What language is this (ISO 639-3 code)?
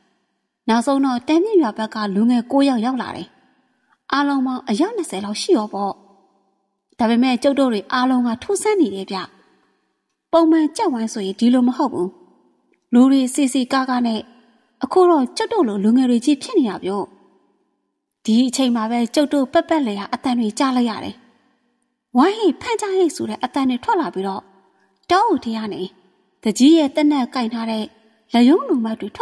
mya